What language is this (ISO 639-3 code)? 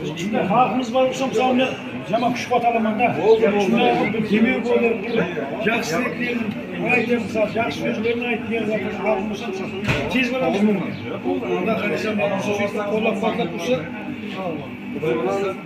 kaz